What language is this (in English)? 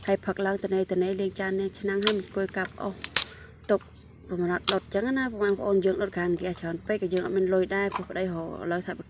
Khmer